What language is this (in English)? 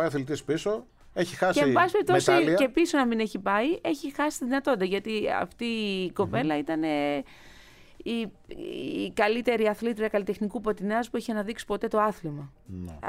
Greek